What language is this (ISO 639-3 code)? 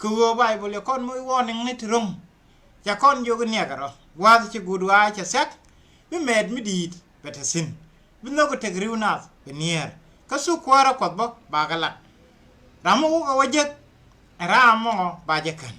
nus